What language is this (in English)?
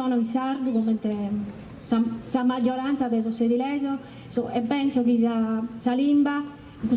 Sardinian